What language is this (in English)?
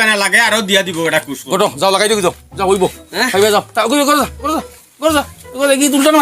Sylheti